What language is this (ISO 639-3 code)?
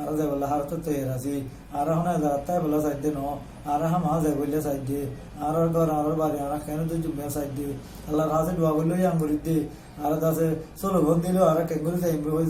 rhg